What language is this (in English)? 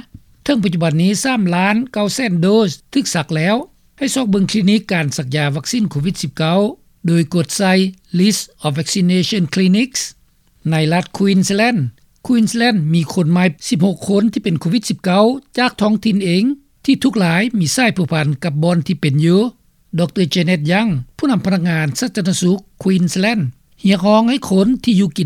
Lao